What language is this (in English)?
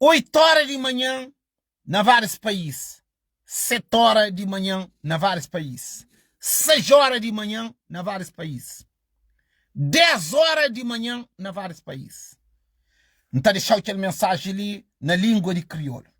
Kabuverdianu